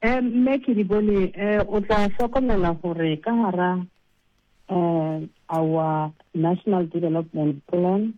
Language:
Southern Sotho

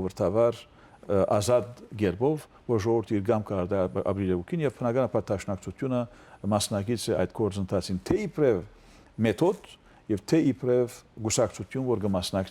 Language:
Western Armenian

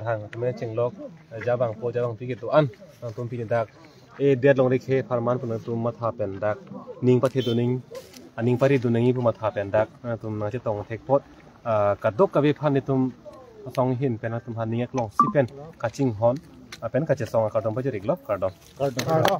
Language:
Karbi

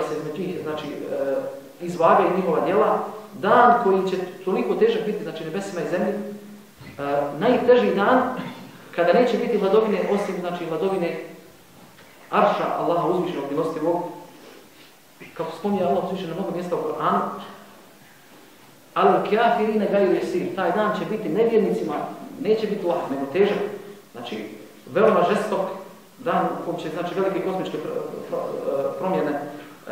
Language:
Bosnian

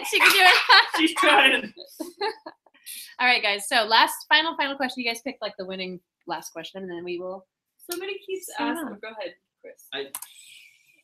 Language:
English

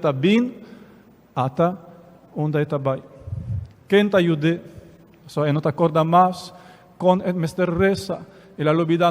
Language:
Papiamento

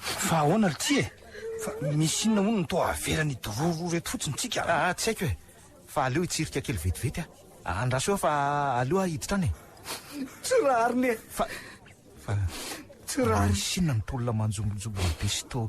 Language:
Malagasy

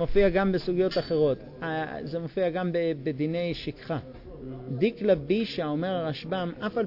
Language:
Hebrew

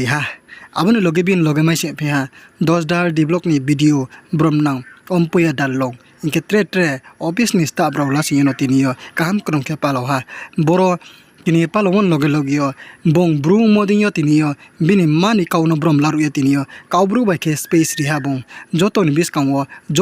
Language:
Riang (India)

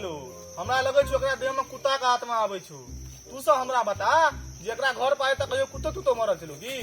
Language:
Maithili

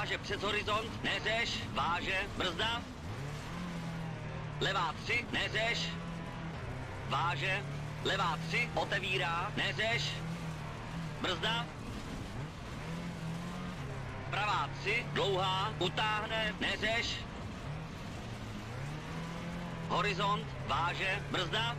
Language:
Czech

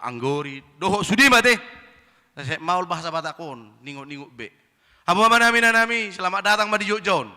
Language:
Batak Toba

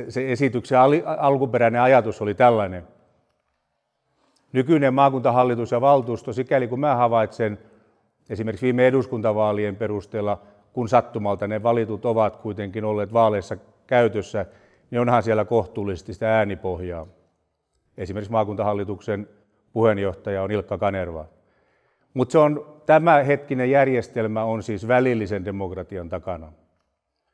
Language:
Finnish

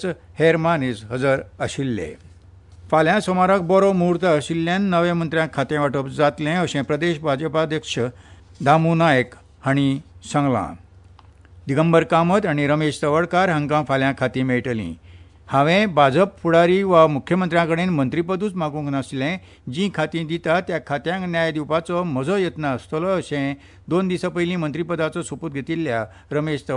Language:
Konkani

